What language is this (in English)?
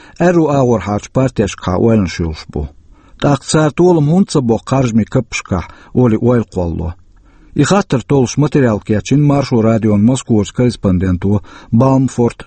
Chechen